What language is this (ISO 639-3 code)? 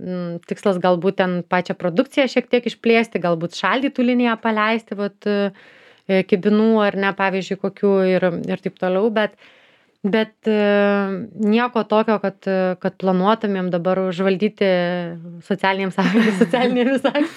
lit